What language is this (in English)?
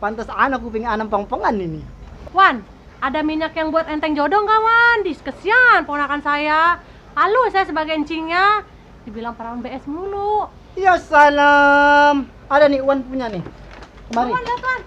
Betawi